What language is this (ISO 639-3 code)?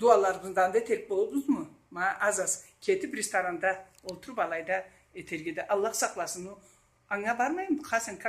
krc